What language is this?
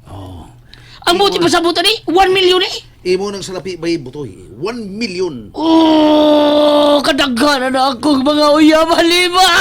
Cebuano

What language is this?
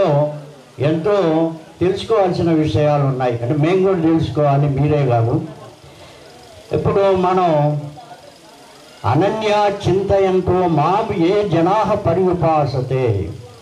Telugu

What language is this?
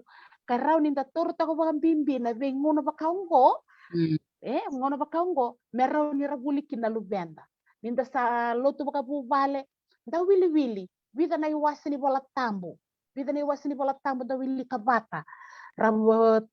Fijian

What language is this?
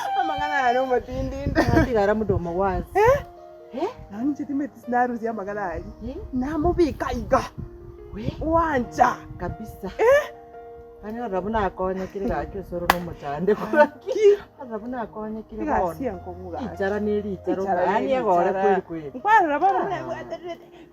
Gusii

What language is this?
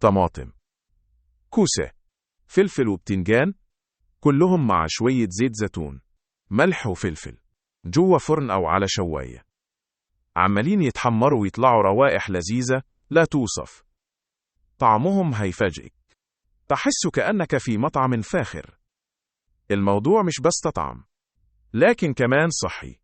Egyptian Arabic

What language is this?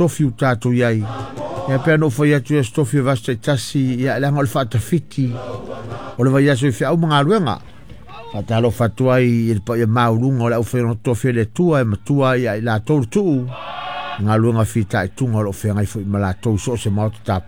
Samoan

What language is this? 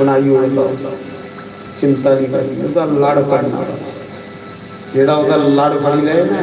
Dogri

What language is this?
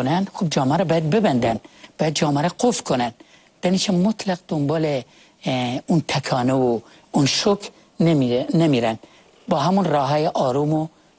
Persian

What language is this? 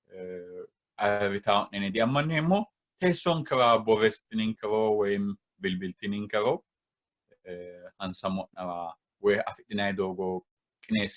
Sidamo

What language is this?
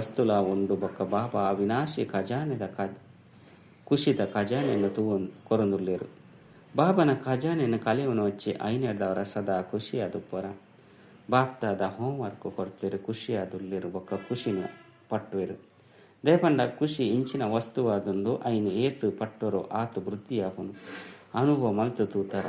Tulu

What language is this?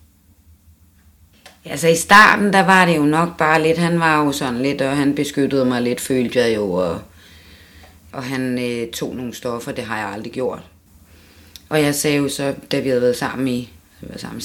Danish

